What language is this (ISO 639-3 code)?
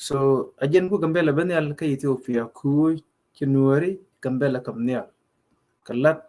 nus